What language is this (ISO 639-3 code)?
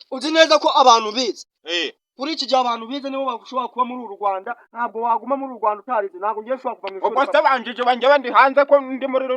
kin